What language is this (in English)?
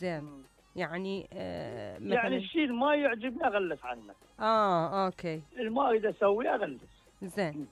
Mesopotamian Arabic